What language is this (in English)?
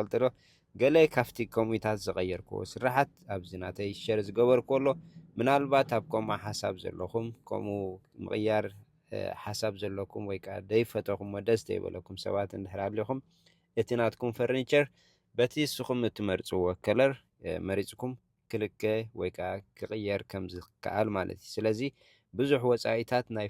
Tigrinya